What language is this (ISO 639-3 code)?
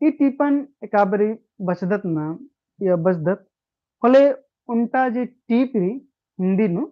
kru